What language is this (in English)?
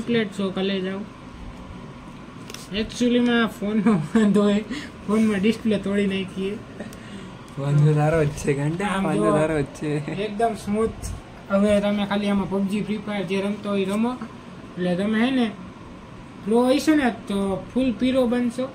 Gujarati